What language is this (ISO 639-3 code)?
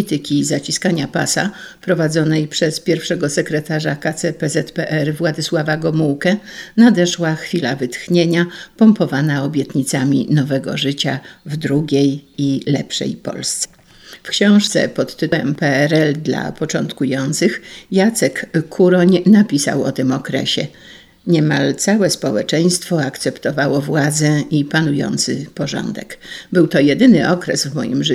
pol